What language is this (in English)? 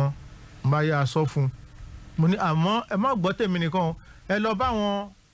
Yoruba